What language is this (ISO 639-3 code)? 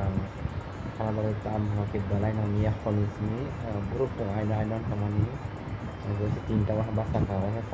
trp